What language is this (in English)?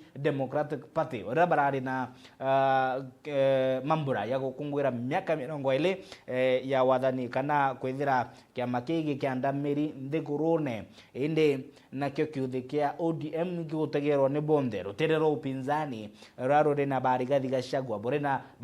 Meru